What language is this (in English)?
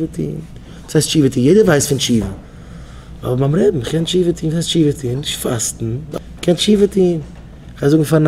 Yiddish